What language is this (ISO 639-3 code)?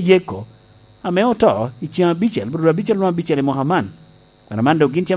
laj